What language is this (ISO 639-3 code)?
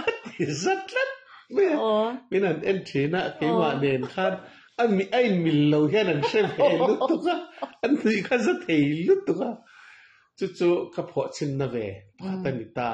lus